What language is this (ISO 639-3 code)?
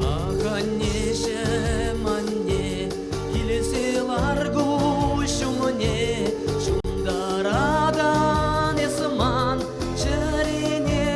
chv